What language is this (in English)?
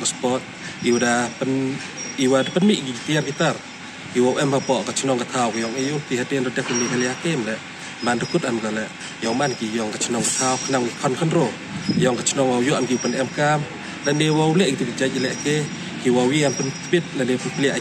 Pnar